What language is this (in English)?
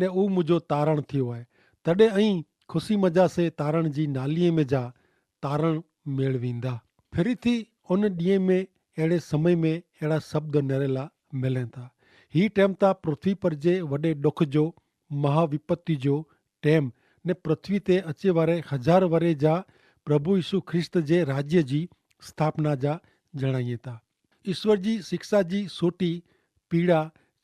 Kachhi